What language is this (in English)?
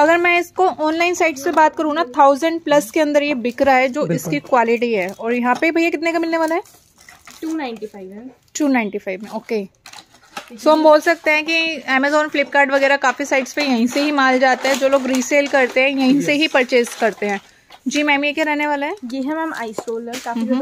Hindi